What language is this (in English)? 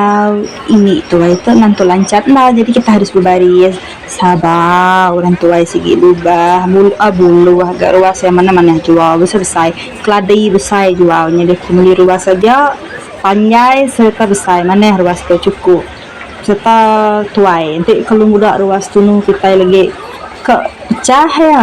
Iban